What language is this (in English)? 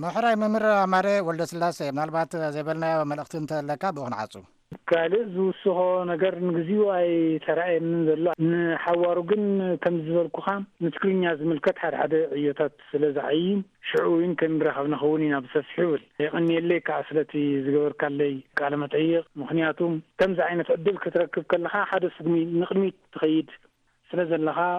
Tigrinya